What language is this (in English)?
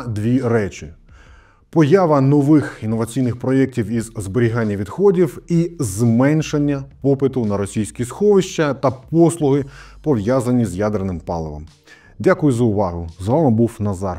Ukrainian